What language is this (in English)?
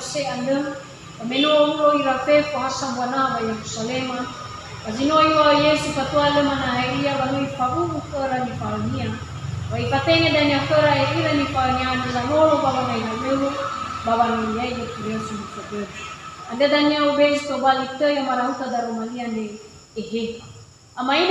Nias